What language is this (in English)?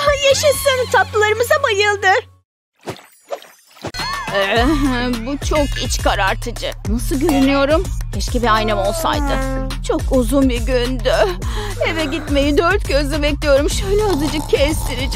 Turkish